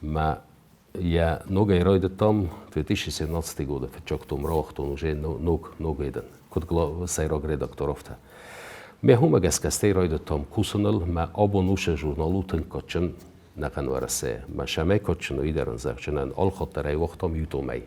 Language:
Ossetic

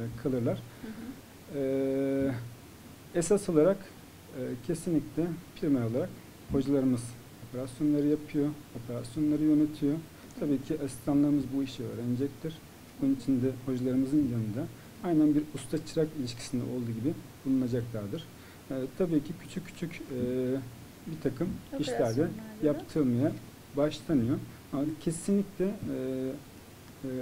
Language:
Turkish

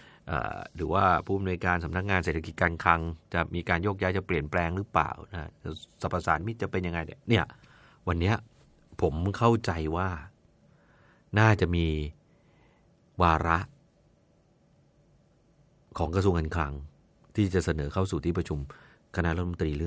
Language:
Thai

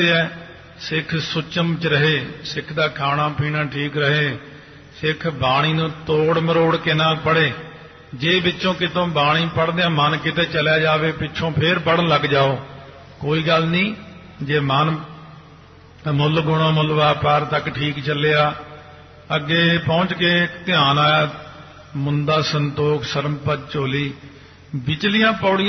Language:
Punjabi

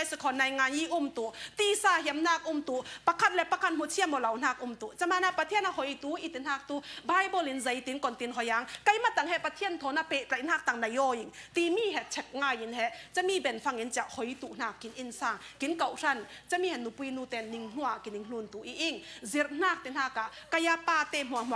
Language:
Falam Chin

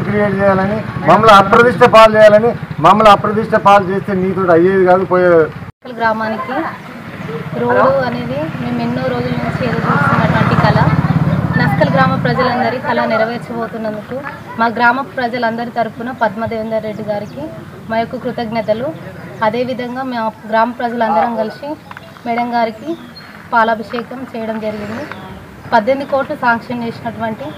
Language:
Telugu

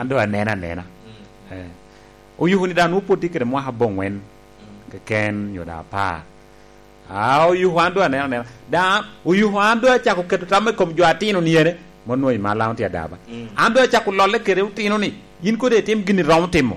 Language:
Lango (Uganda)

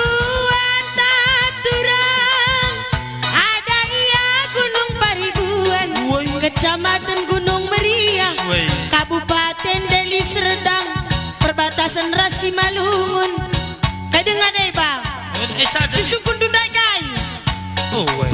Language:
Batak Karo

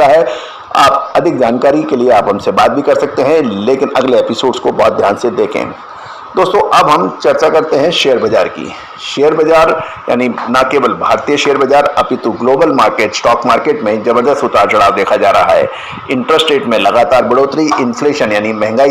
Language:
Hindi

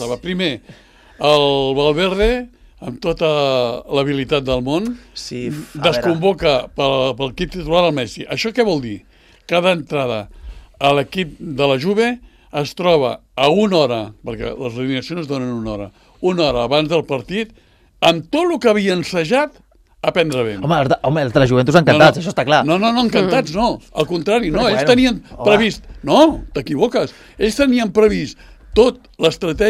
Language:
Catalan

